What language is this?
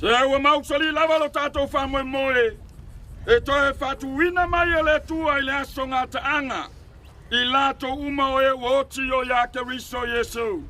Samoan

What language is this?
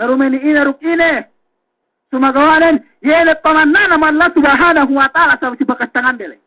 Yakan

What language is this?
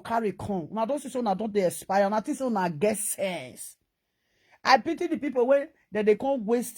Nigerian Pidgin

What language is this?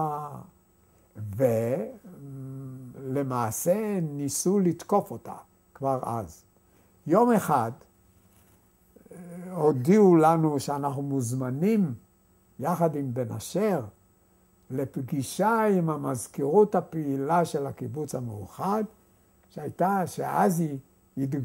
Hebrew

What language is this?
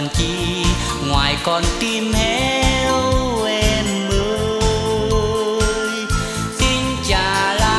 Vietnamese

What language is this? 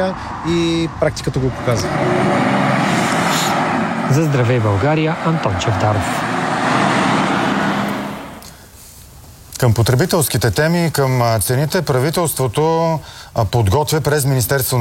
Bulgarian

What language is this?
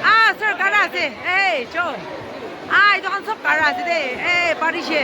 Naga Pidgin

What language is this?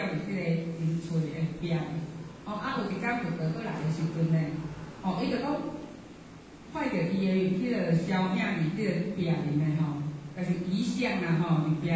Min Nan Chinese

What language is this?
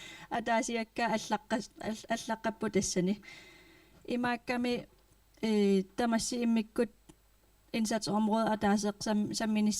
Kalaallisut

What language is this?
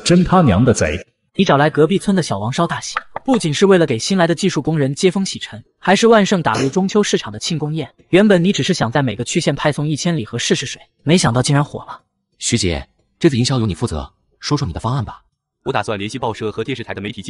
Chinese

